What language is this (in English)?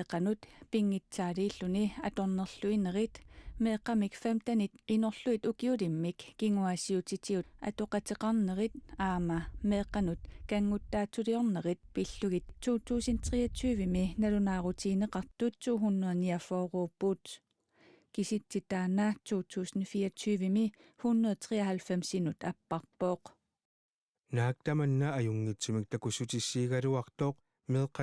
Kalaallisut